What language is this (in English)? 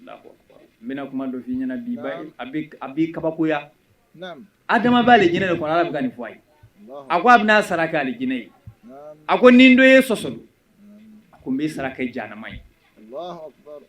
Bambara